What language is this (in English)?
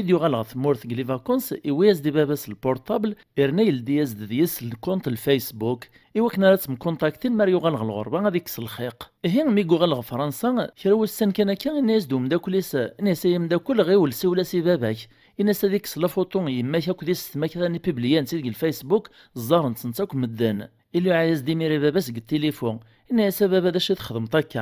Kabyle